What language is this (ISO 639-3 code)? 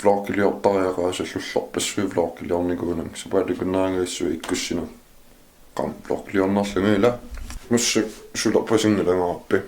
kal